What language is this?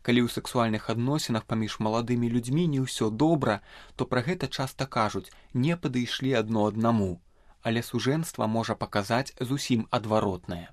Belarusian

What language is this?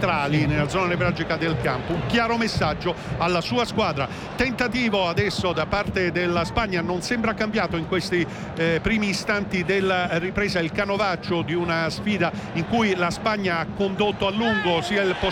Italian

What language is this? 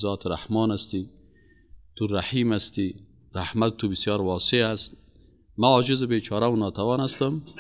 Persian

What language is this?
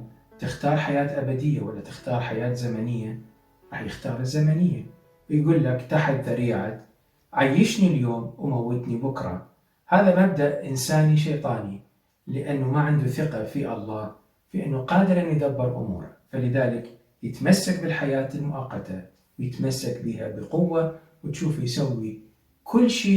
Mesopotamian Arabic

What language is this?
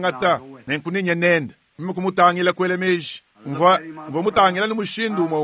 Luba-Lulua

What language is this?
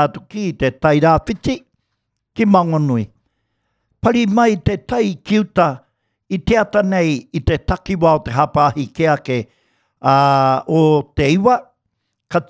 Māori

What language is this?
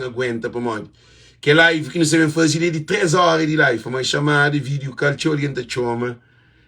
Kabuverdianu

